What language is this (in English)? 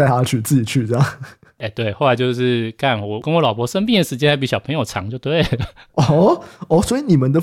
Chinese